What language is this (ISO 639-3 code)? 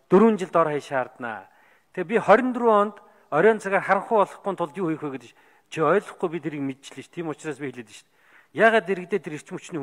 mon